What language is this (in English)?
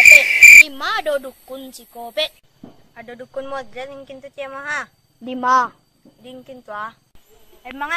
Minangkabau